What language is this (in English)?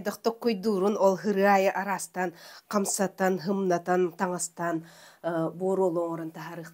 Yakut